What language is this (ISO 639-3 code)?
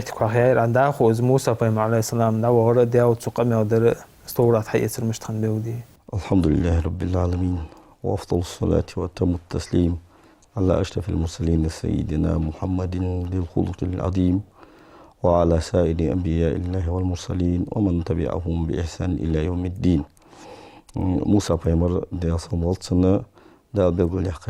inh